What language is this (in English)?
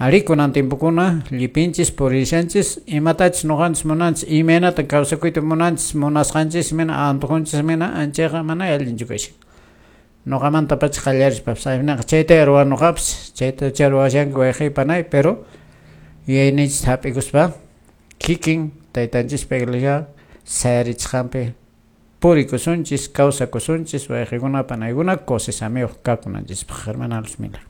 Quechua